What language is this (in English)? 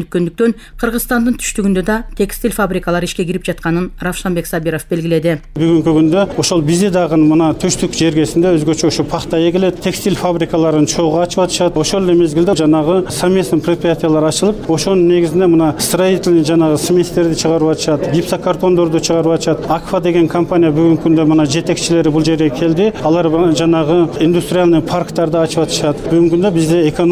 Kyrgyz